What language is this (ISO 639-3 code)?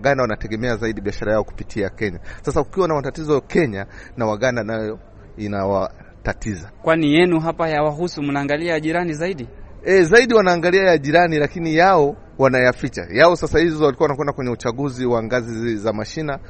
swa